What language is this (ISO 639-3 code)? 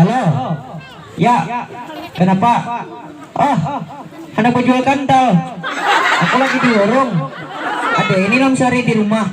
bjn